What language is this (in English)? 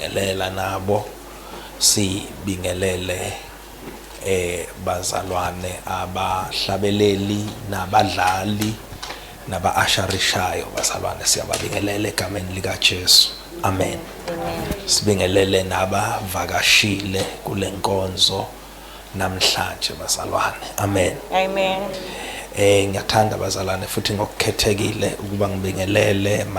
Zulu